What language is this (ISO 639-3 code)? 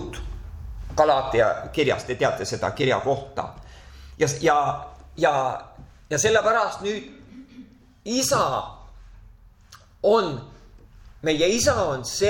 est